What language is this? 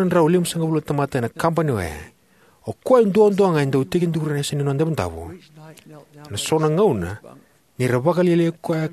Fijian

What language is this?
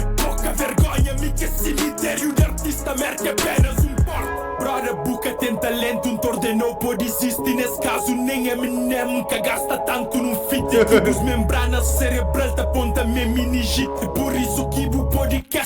Kabuverdianu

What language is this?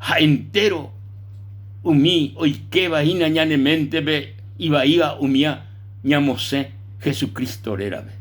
Guarani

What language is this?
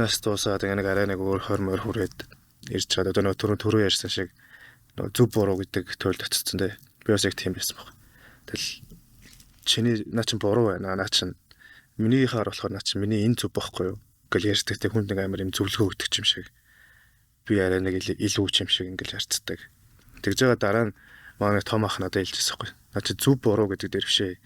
Mongolian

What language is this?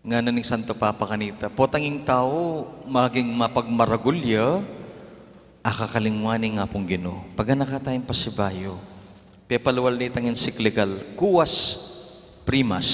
Pampanga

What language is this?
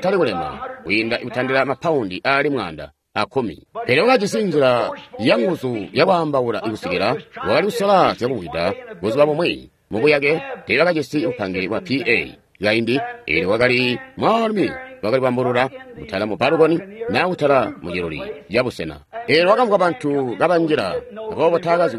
Tonga (Zambia)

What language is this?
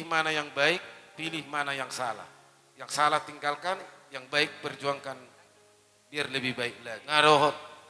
Batak Toba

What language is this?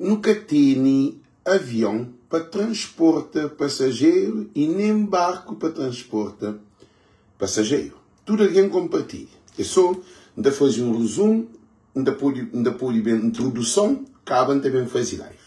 Kabuverdianu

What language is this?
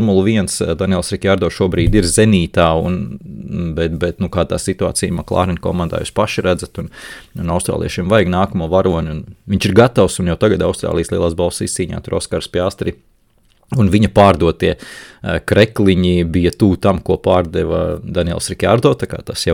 Latvian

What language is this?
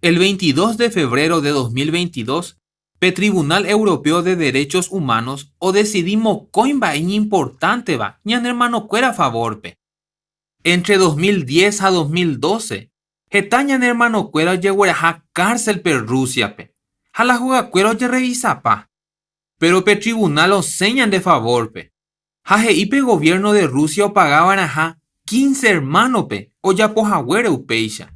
Guarani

